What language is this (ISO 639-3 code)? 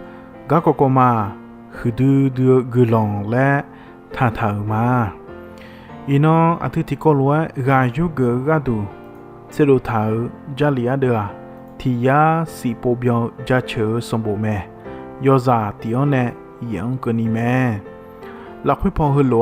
ahk